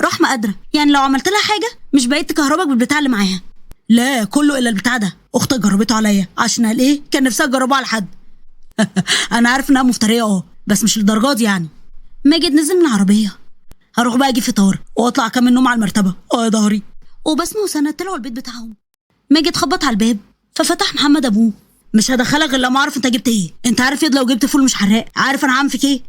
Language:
Egyptian Arabic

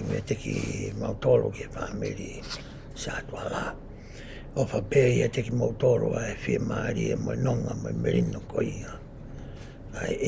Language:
Tongan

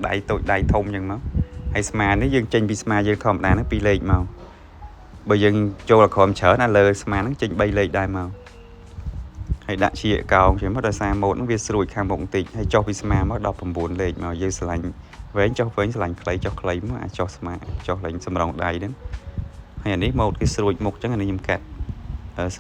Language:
Khmer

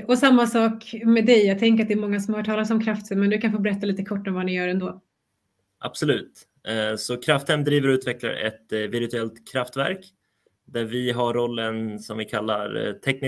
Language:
Swedish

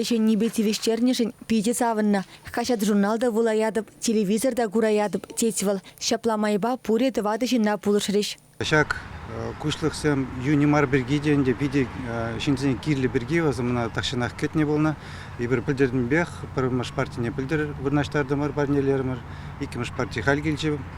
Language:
Chuvash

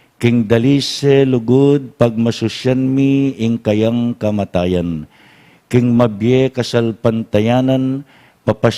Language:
Pampanga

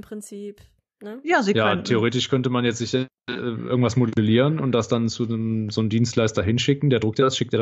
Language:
German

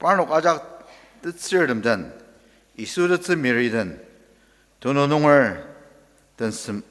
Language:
Ao Naga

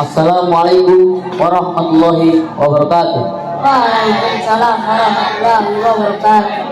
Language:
Gorontalo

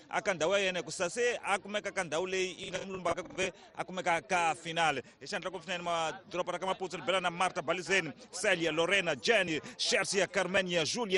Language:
Tsonga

